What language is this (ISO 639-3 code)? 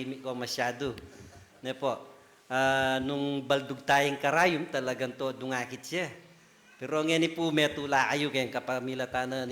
pam